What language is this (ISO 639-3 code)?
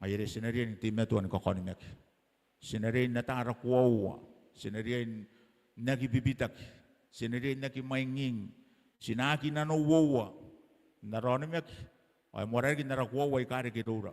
gil